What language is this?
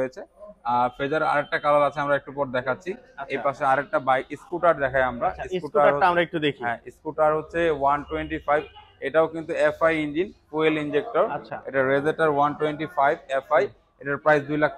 Bangla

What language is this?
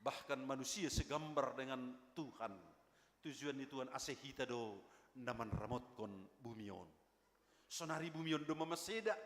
Batak Simalungun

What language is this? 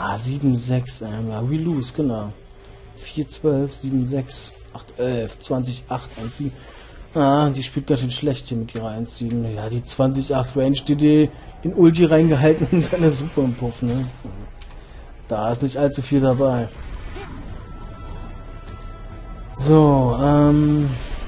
German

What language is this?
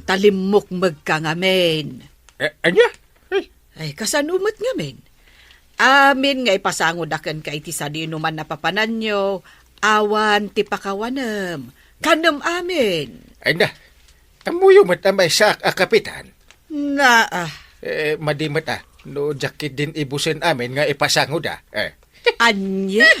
Iloko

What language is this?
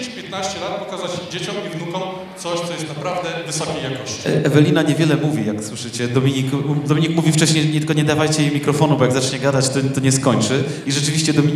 Polish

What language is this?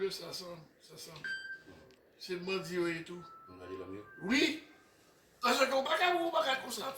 Haitian Creole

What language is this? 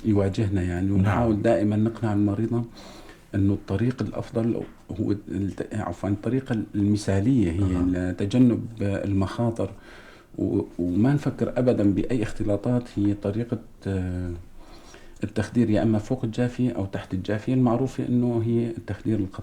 North Levantine Arabic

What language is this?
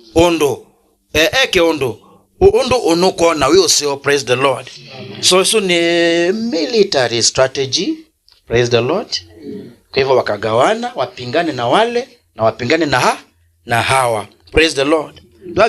Kamba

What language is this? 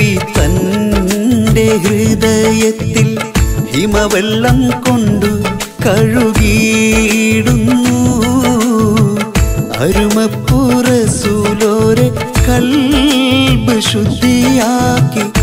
Malayalam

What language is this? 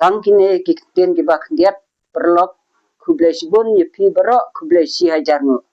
Khasi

